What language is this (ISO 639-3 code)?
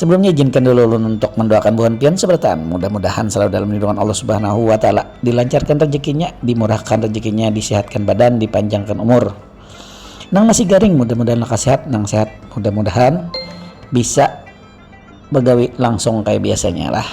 bjn